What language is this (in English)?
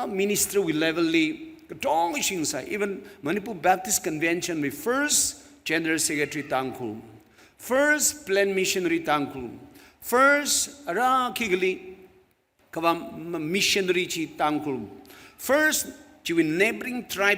Tangkhul Naga (India)